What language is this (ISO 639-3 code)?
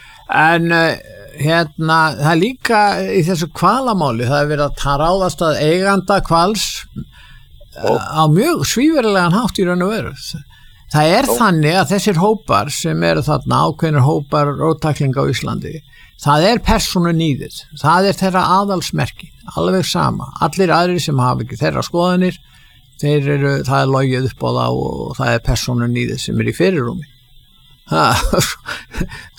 isl